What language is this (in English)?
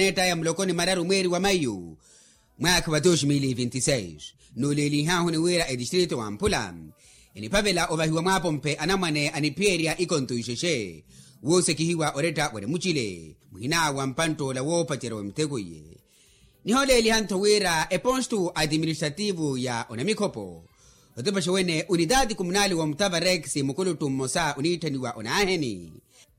Makhuwa